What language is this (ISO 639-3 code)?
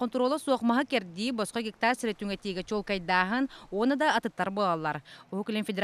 sah